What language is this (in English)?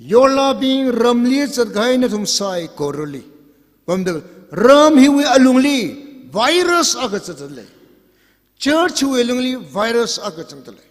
Tangkhul Naga (India)